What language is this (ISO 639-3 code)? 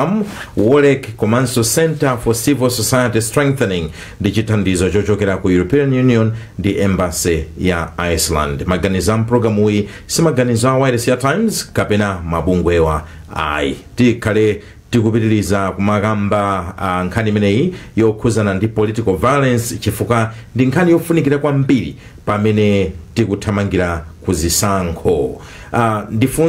nya